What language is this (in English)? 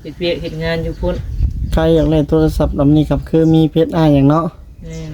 Lao